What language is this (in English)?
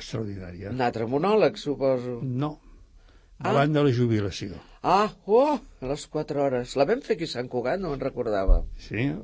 Catalan